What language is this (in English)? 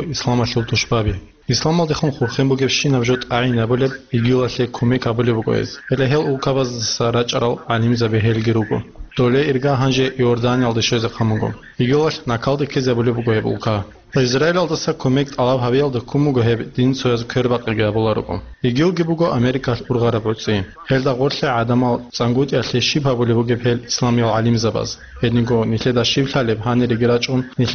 Avaric